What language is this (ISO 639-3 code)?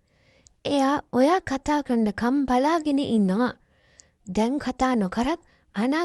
sin